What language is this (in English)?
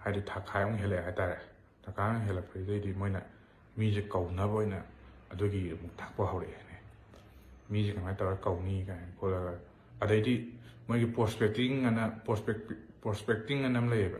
Manipuri